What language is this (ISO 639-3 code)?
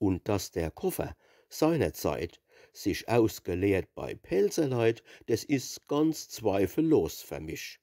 pfl